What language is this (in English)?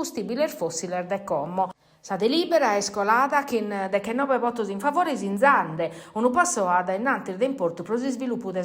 Sardinian